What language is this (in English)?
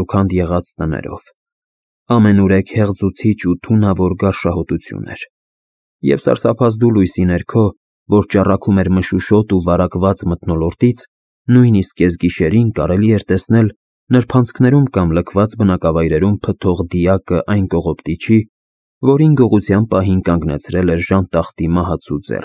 Armenian